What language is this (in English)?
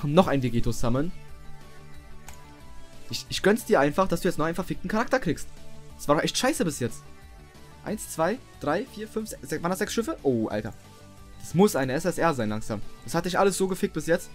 German